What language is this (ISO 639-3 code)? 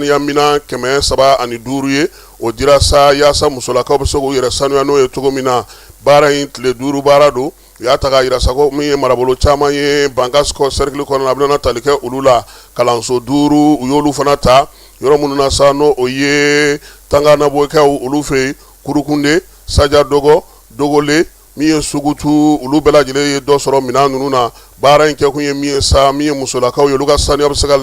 bam